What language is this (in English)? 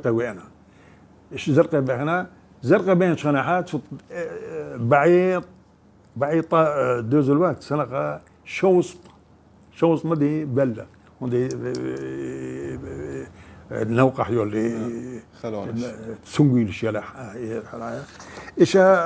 Chechen